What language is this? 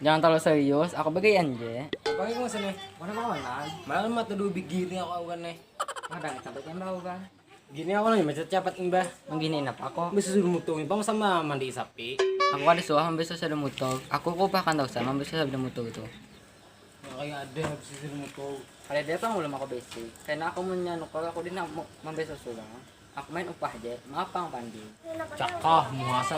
Banjar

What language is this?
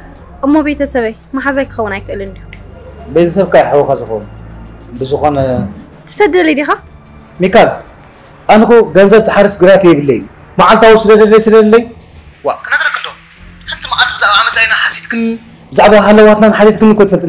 Tigrinya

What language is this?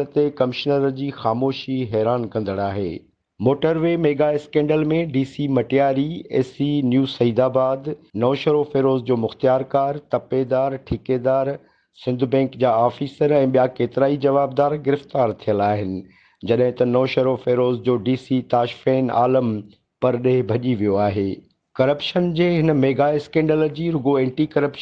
Sindhi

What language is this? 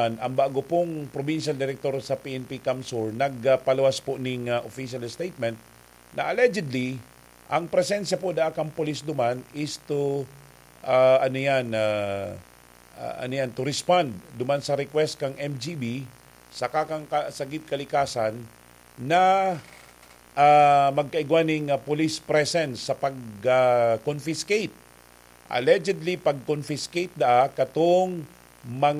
Bikol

